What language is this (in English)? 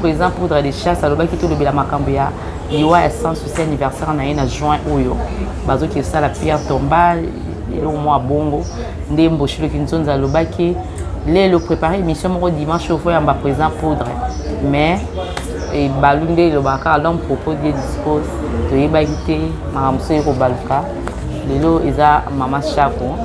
Lingala